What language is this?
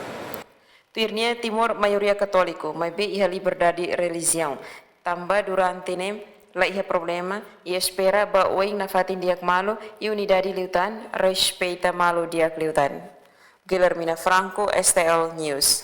Tetum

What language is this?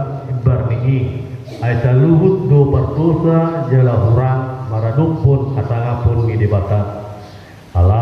Batak Toba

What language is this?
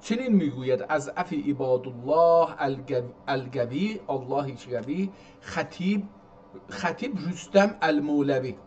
South Azerbaijani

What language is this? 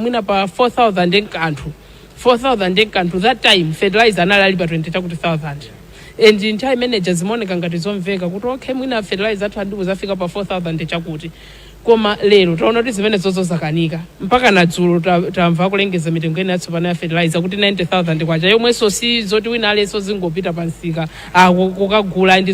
Nyanja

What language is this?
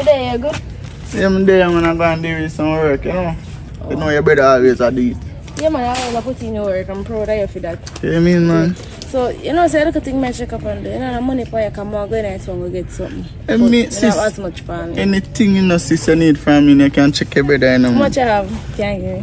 Jamaican Creole English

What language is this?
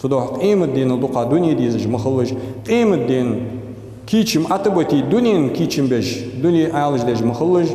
Ingush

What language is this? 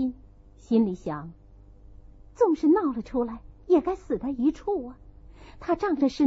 Chinese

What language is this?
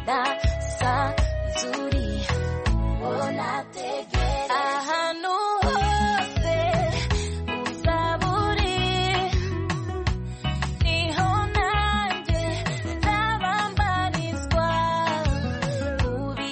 Kinyarwanda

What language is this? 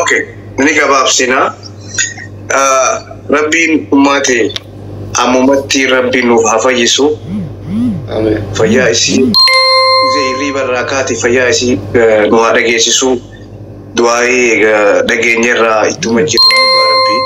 Oromo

